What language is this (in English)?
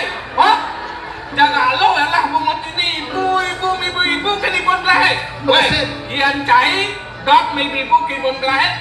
Balinese